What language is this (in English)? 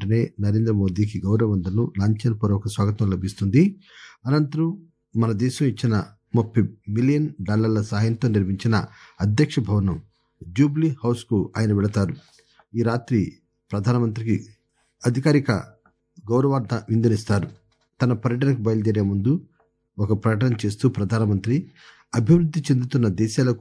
Telugu